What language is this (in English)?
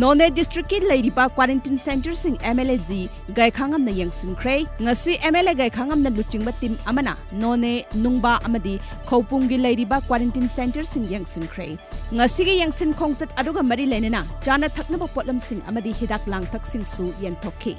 Manipuri